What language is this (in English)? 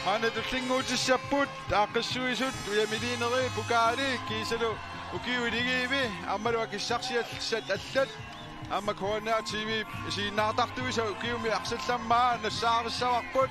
Kalaallisut